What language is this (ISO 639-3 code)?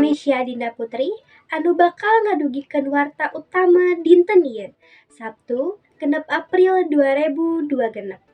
sun